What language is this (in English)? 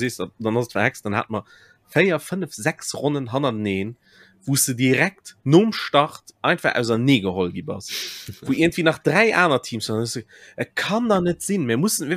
Luxembourgish